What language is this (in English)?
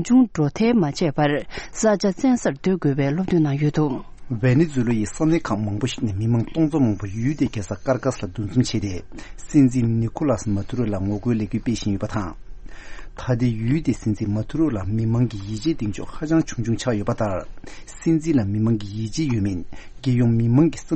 Tibetan